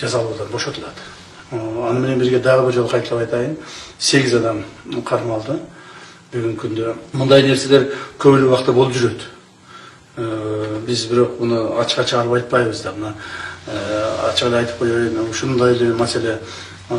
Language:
Kyrgyz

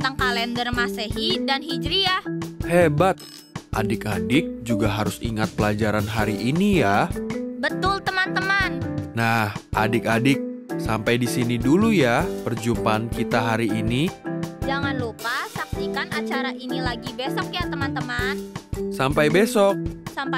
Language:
Indonesian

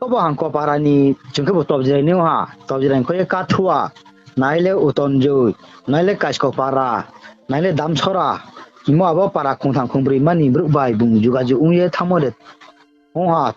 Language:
Riang (India)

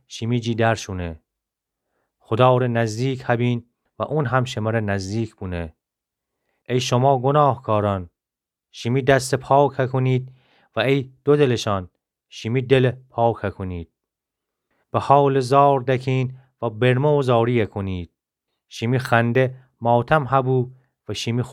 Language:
Gilaki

